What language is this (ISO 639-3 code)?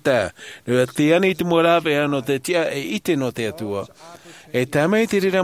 tah